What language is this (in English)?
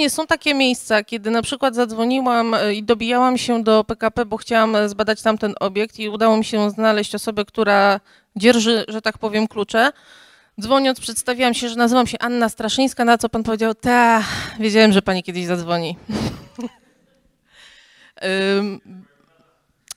Polish